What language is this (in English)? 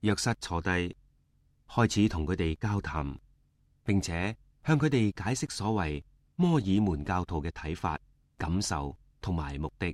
Cantonese